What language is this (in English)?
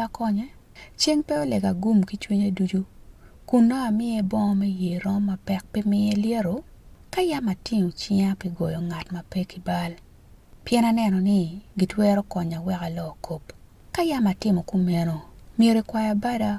Acoli